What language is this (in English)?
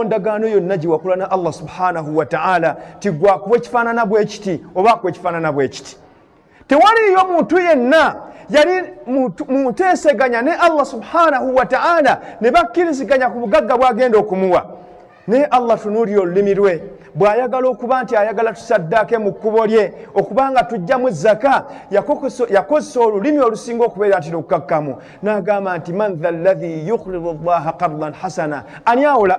Ganda